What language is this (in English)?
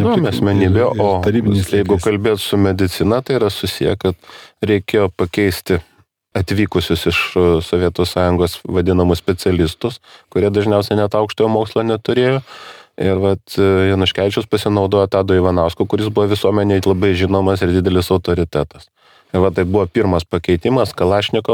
Lithuanian